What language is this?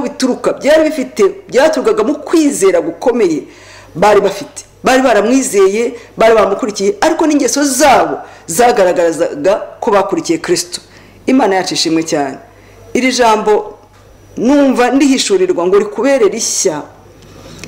Kinyarwanda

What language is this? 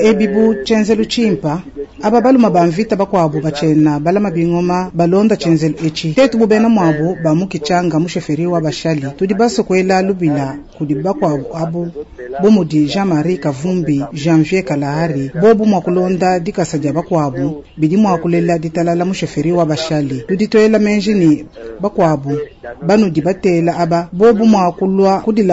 Luba-Lulua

